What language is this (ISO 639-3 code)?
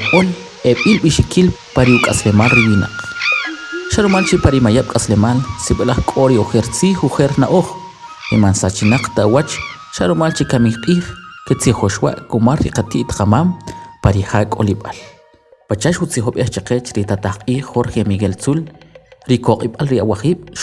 quc